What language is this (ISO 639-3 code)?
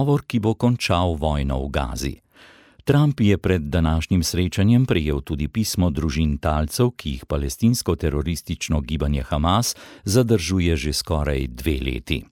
slv